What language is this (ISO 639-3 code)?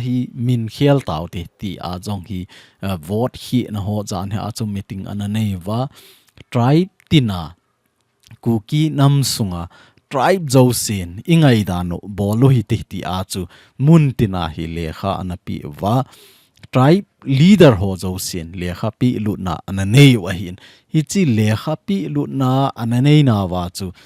tcz